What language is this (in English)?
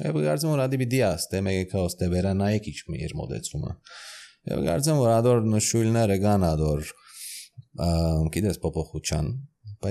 Armenian